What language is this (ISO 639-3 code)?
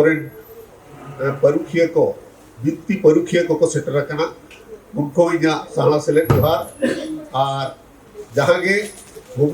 sat